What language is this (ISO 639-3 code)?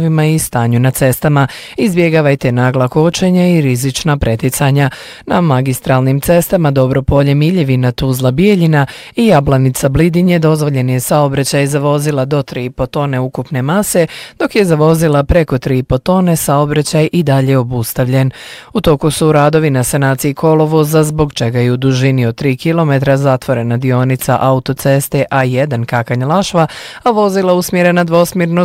bos